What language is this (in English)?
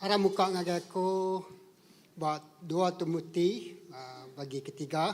Iban